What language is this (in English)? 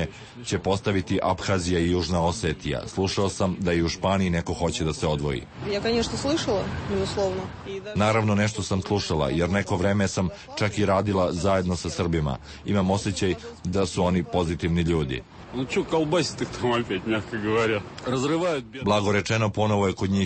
Serbian